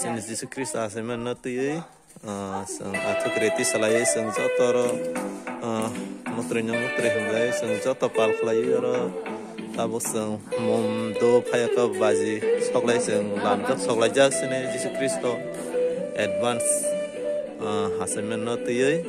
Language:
Kok Borok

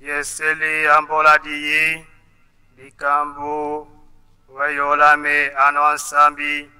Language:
Tetela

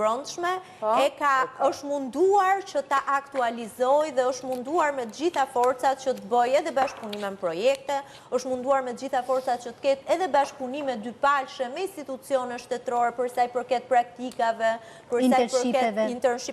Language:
Albanian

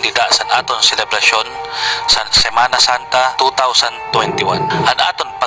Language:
Waray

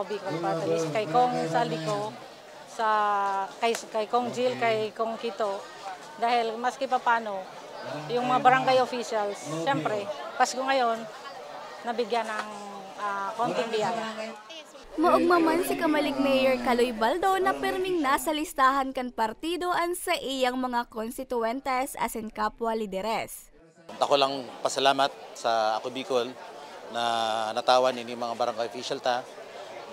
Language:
Bikol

